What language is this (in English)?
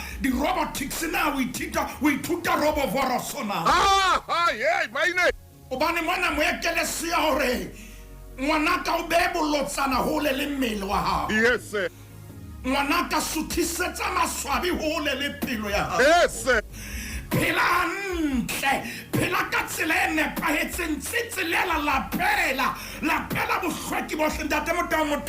Southern Sotho